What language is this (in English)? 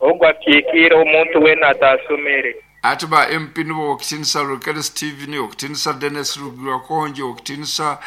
Nyankole